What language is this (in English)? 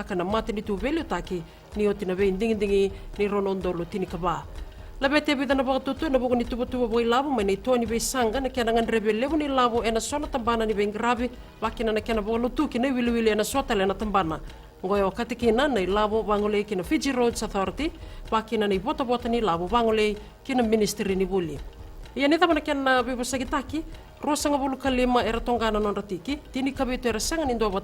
Fijian